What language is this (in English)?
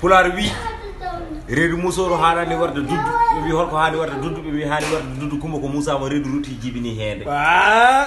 Fula